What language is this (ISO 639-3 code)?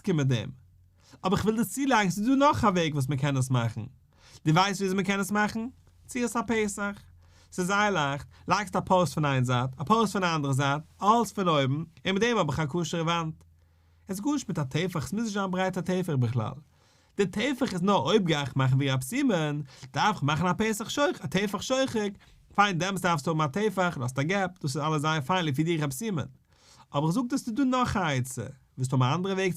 yid